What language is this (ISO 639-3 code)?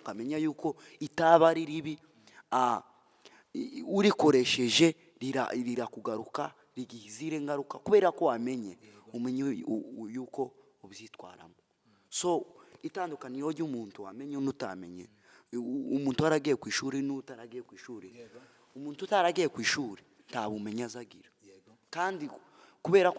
kin